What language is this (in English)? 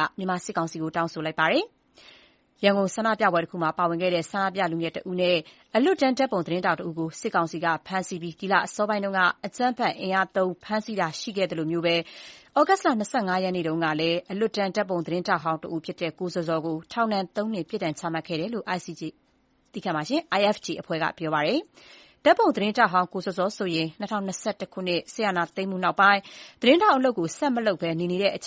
Burmese